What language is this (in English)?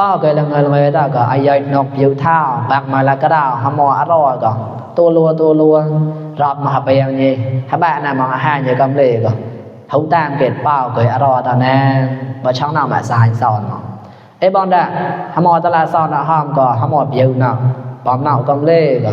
Mon